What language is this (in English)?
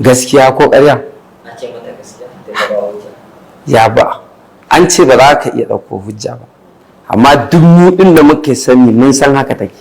Hausa